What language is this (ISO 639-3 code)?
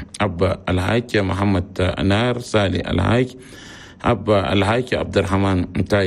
shu